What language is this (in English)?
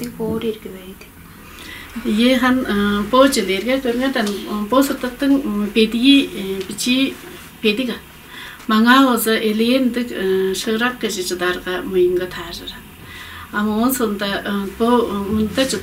Tuvinian